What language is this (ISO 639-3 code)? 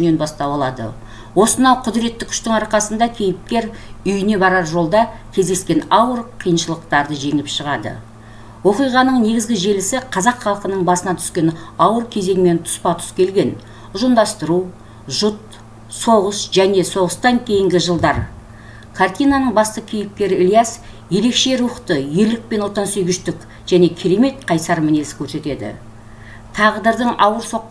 kaz